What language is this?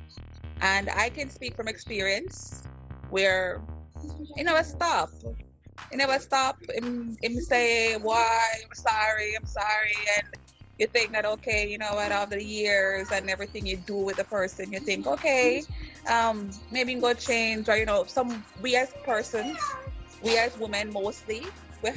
Jamaican Creole English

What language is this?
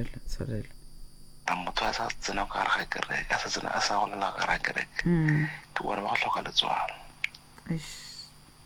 Northern Sotho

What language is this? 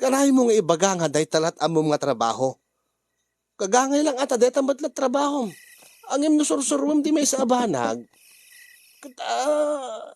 Iloko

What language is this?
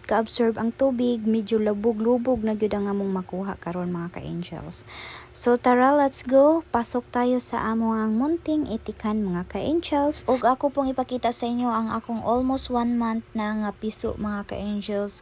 Cebuano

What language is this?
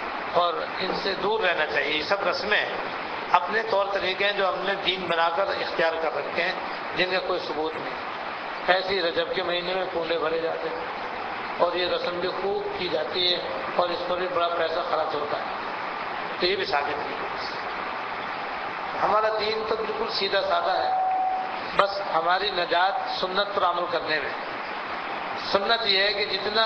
Urdu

